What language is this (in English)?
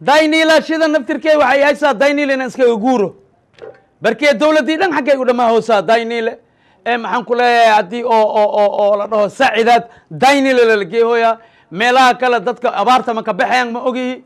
Somali